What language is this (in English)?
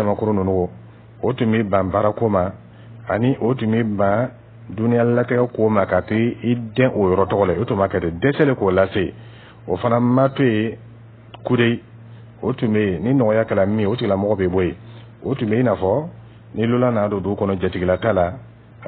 Dyula